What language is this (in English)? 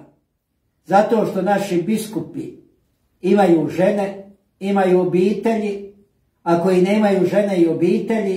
Croatian